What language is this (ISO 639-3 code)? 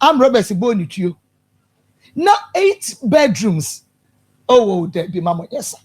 aka